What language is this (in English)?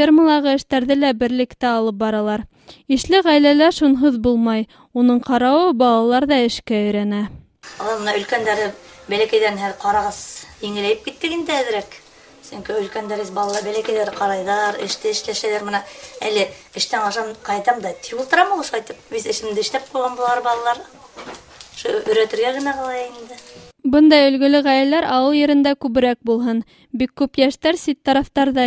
Bashkir